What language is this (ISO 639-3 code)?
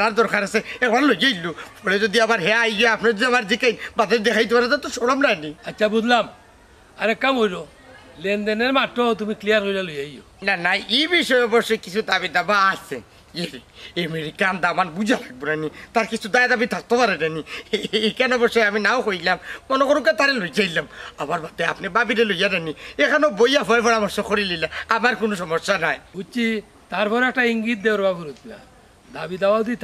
syl